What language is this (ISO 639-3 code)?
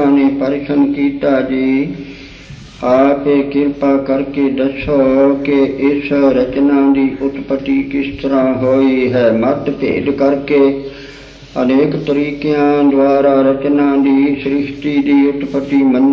pan